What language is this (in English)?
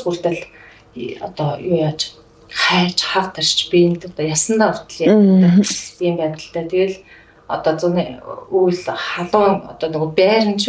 Mongolian